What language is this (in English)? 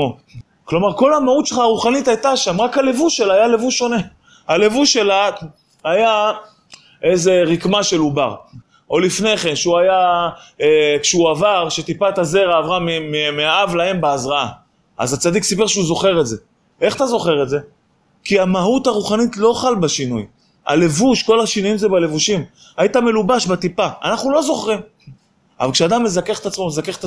Hebrew